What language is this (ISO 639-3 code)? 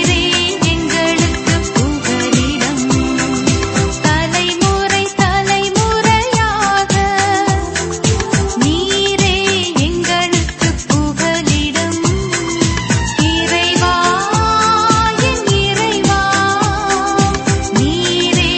tam